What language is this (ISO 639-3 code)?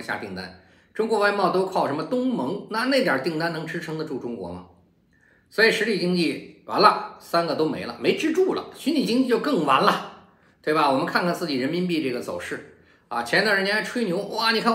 zho